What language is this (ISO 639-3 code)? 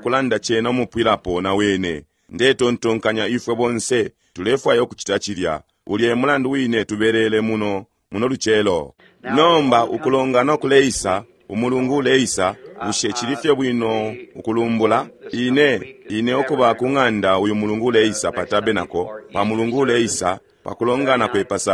bem